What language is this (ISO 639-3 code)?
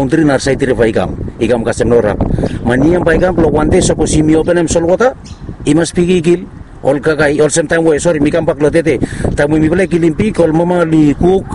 bis